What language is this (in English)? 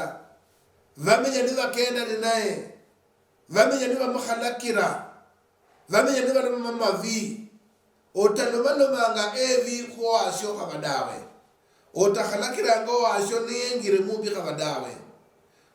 Luyia